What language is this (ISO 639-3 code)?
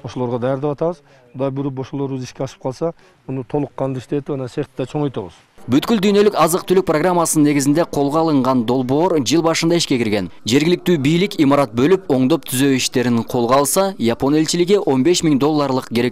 kir